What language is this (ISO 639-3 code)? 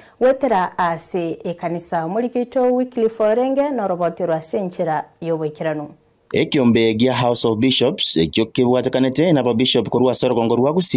guz